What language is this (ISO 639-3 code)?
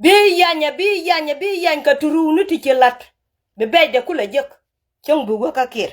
nus